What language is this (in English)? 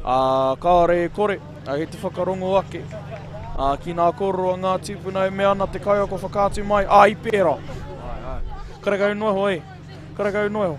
Māori